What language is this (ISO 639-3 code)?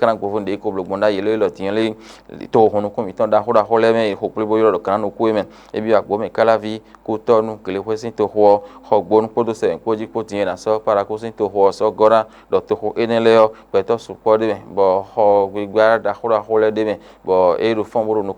fon